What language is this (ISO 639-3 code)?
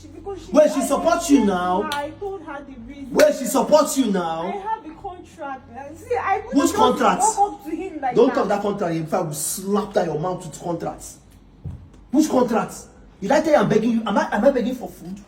pcm